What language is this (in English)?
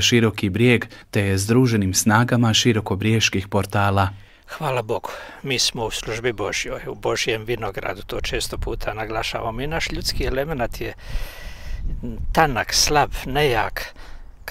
Croatian